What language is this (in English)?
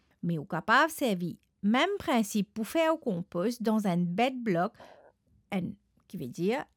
Morisyen